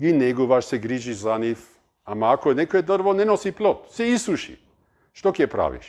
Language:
Macedonian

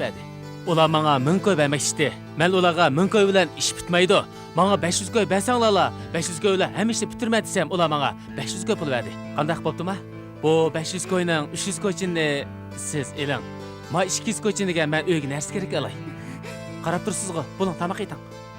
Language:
Uyghur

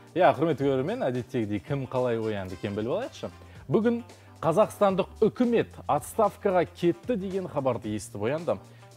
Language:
Kazakh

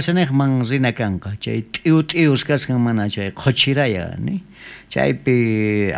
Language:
South Bolivian Quechua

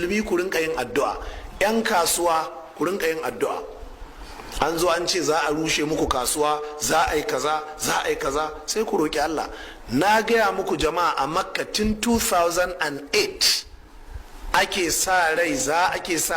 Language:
Hausa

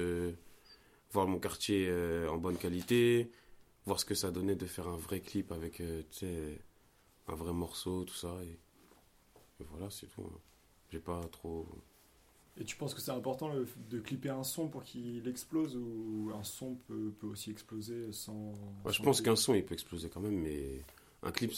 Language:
French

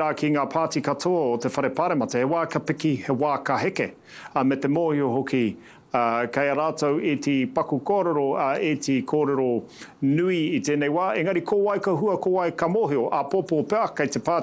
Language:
Māori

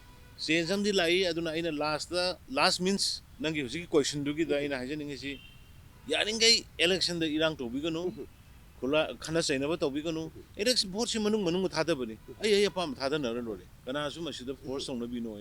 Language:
Manipuri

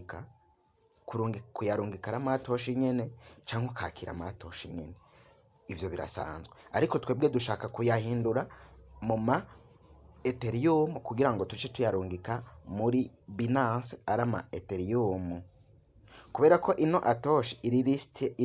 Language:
Rundi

